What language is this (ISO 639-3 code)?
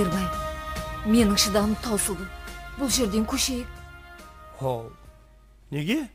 kaa